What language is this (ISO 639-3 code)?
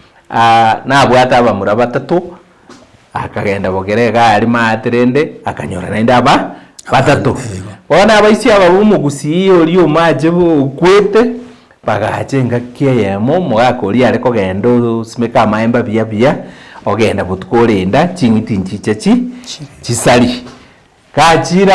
guz